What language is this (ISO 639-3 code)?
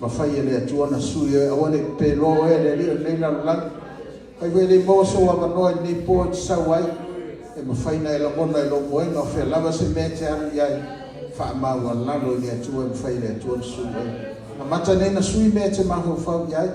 smo